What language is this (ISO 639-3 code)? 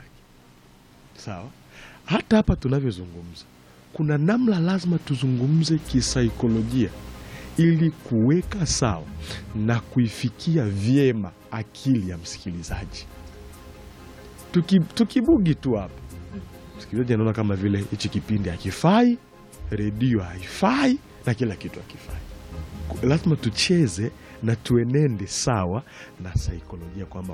swa